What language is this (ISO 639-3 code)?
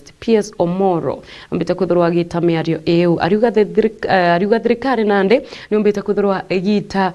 mer